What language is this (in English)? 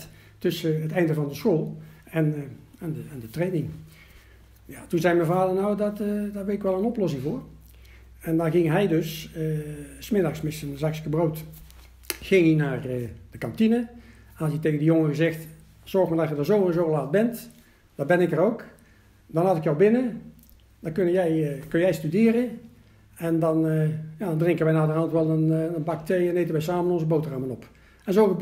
Dutch